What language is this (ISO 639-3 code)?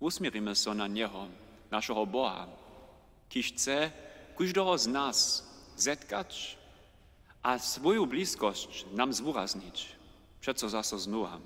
hsb